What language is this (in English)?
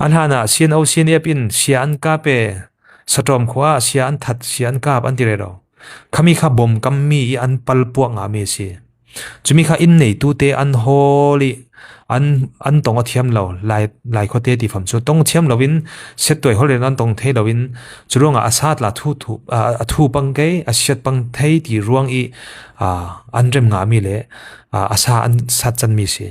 Falam Chin